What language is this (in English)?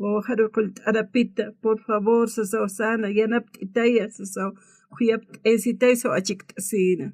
Aymara